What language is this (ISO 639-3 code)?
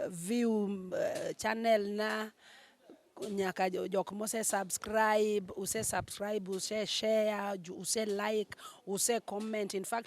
luo